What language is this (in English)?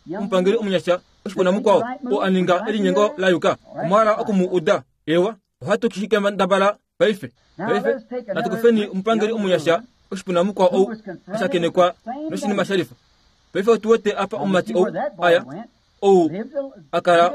Kuanyama